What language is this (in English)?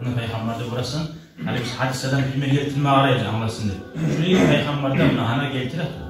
Kumyk